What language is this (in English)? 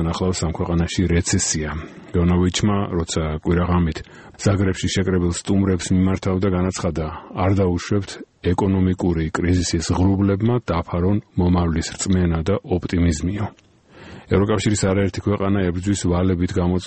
Georgian